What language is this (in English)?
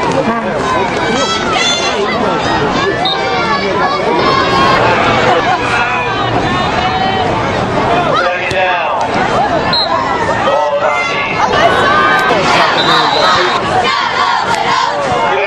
English